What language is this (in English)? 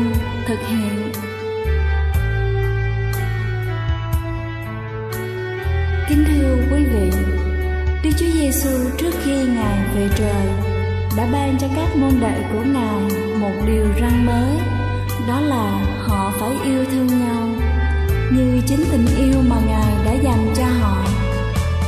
Vietnamese